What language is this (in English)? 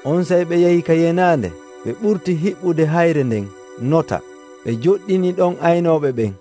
Nigerian Fulfulde